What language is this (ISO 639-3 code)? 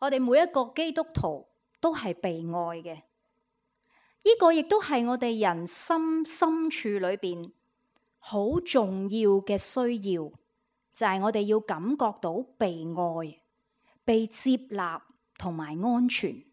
yue